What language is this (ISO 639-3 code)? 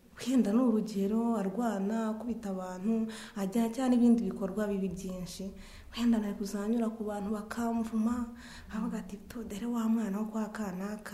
kin